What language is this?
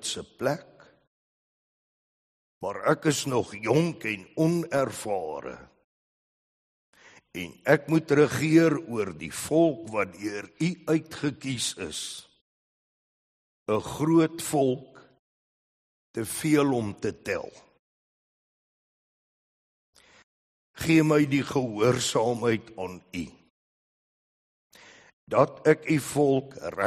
Afrikaans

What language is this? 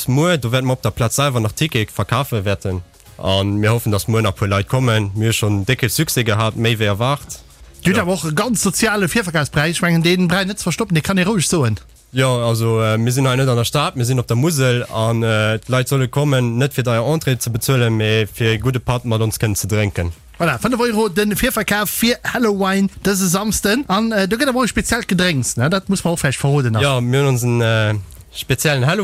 Luxembourgish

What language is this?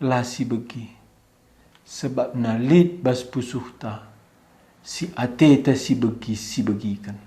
Batak Karo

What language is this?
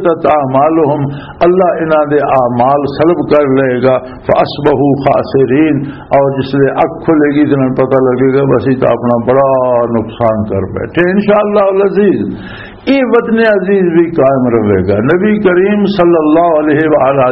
Western Panjabi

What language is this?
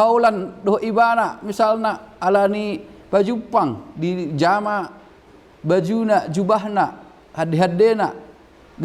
Batak Toba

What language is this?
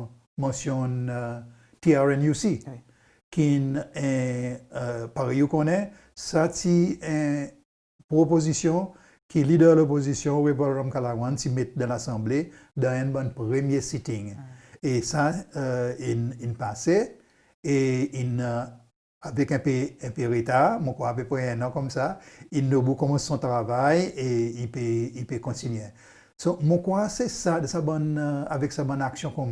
Seselwa Creole French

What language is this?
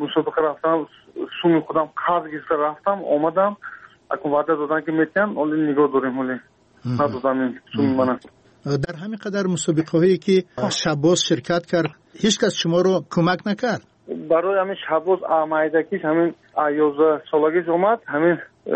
Persian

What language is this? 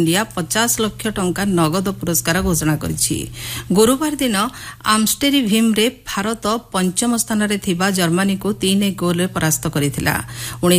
Odia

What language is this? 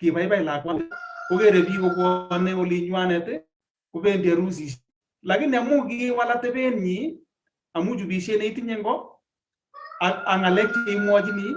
Kalenjin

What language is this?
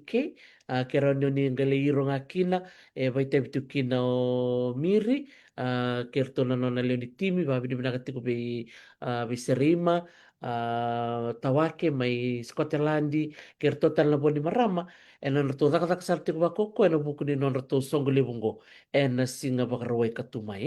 Fijian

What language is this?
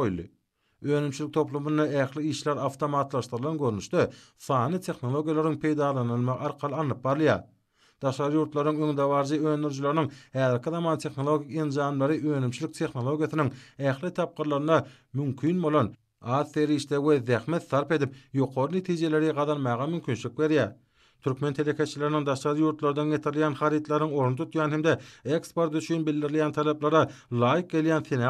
Turkmen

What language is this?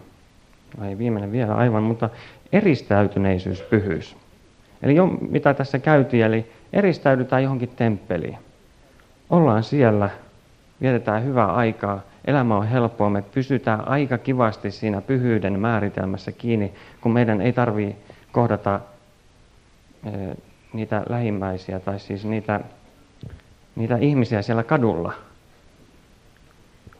Finnish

